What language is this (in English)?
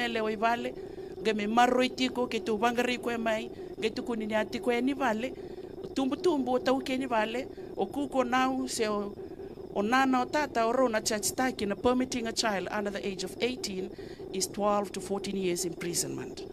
Fijian